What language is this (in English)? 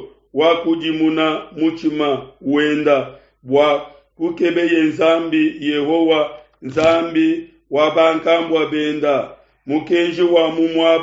Luba-Lulua